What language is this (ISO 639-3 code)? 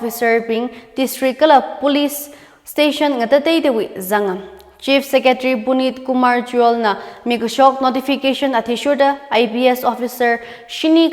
nmf